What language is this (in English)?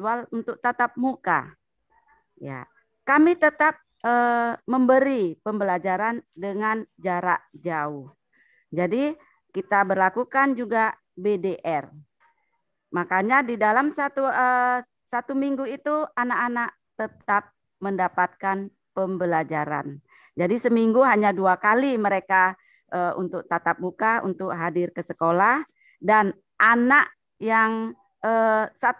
Indonesian